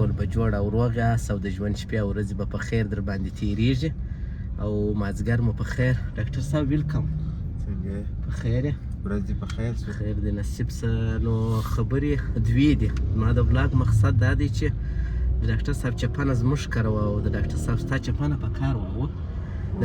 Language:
Pashto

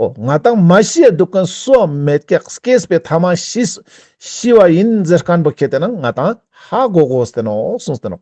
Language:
Ladakhi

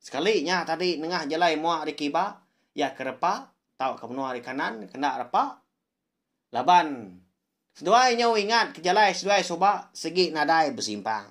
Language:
Iban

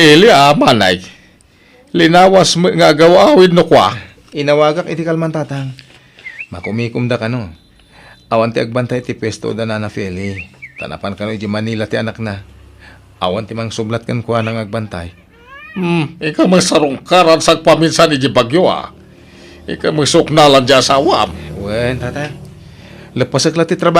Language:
Iloko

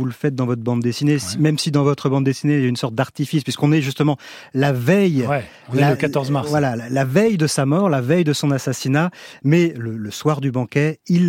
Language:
French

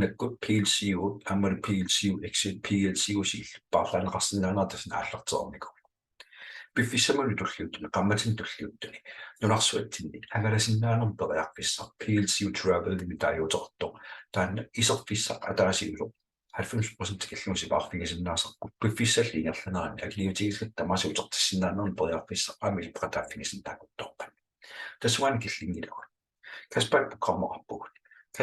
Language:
Kalaallisut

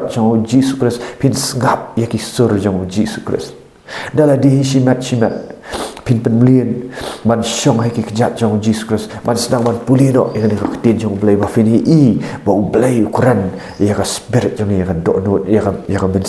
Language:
Khasi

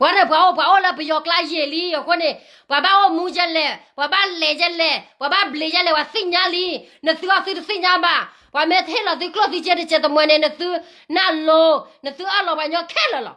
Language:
S'gaw Karen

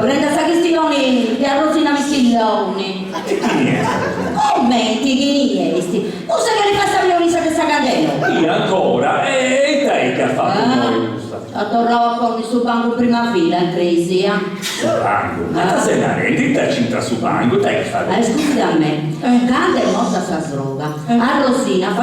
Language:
Sardinian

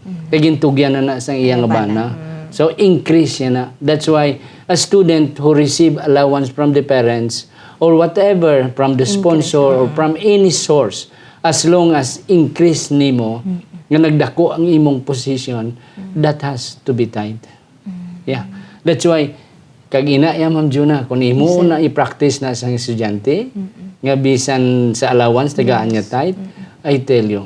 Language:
Hiligaynon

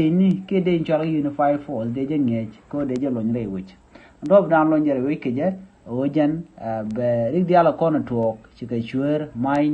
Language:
Nuer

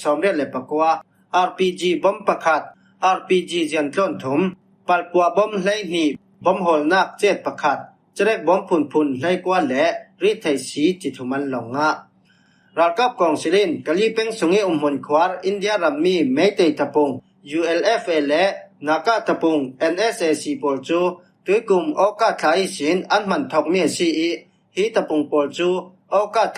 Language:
Falam Chin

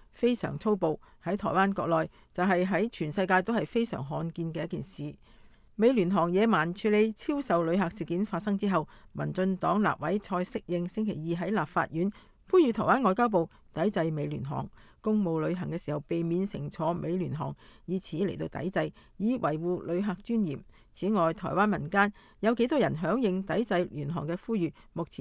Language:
Cantonese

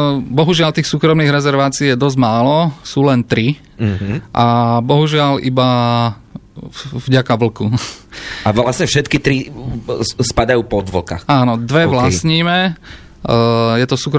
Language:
Slovak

